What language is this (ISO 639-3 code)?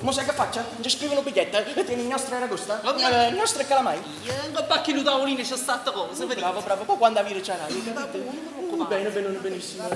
nap